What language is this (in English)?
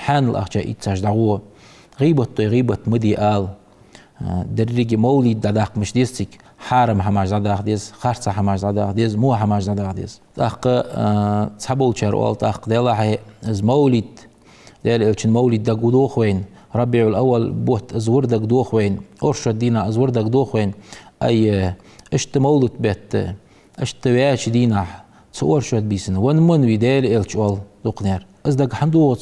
Ingush